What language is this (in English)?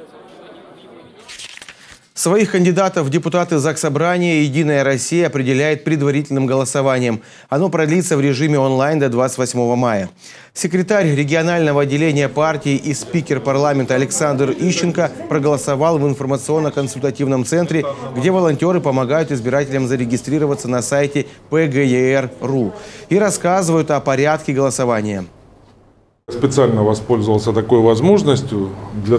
Russian